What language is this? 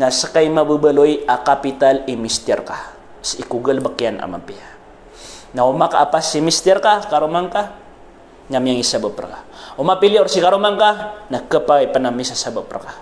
Maranao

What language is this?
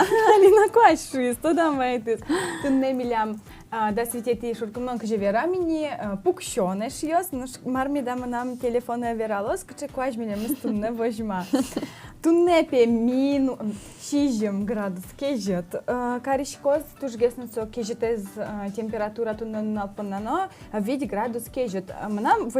Udmurt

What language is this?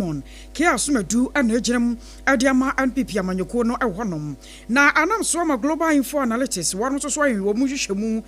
Akan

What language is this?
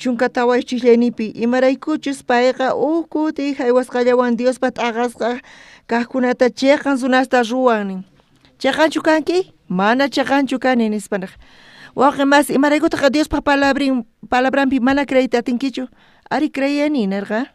South Bolivian Quechua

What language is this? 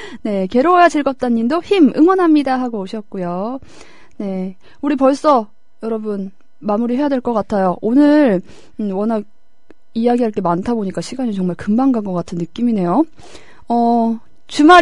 Korean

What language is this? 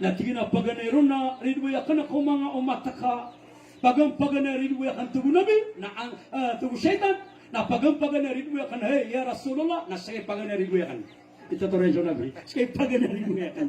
Maranao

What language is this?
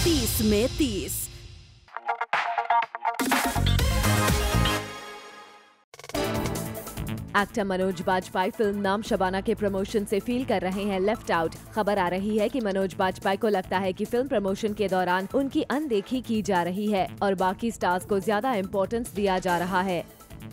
Hindi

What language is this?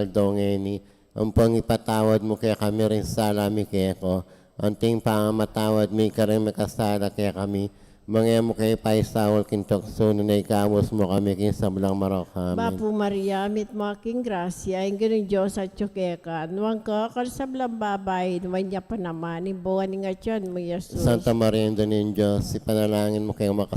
Pampanga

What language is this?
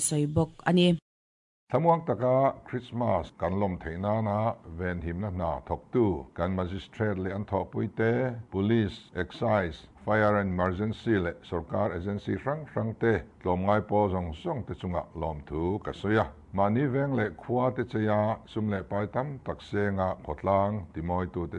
Mizo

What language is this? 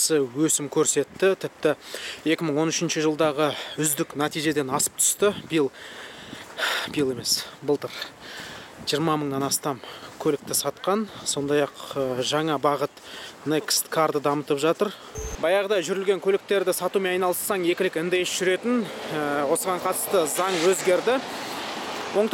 Kazakh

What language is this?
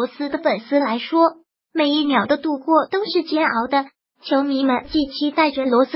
Chinese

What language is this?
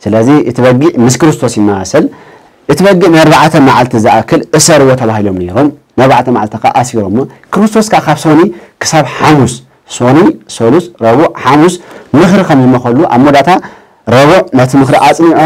Tigrinya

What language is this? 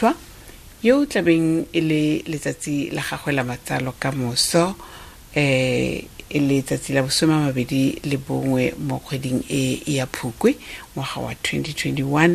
Tswana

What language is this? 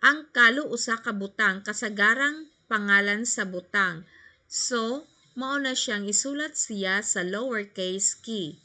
Cebuano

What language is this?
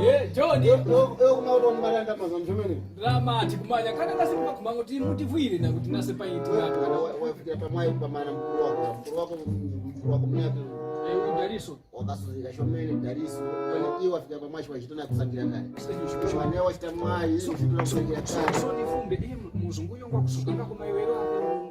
Tumbuka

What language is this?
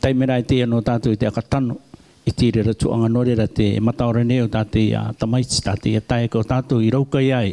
Rarotongan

